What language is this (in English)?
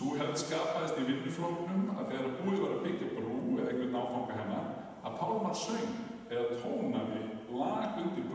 Icelandic